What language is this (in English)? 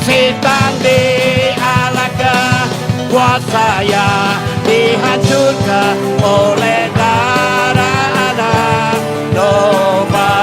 Iban